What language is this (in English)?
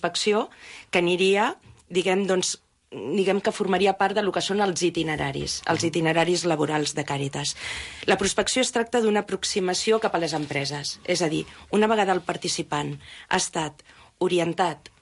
Catalan